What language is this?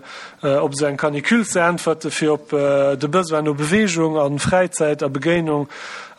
Luxembourgish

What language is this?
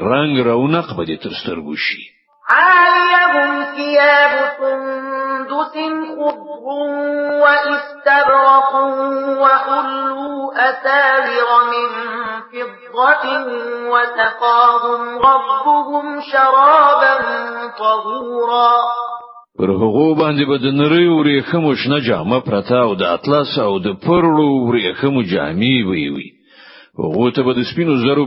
Pashto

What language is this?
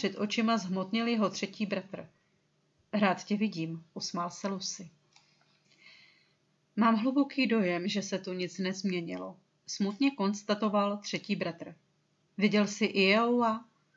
Czech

